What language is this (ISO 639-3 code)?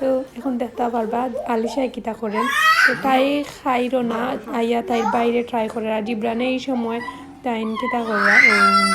syl